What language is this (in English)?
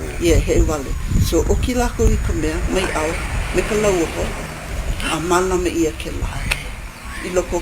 Hawaiian